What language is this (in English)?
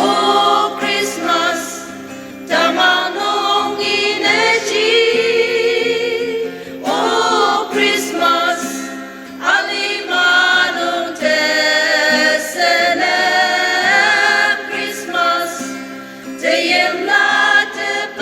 Ao Naga